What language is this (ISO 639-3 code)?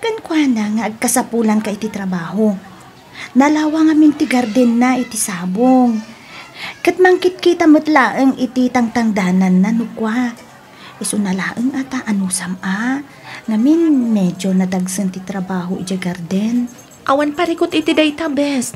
ilo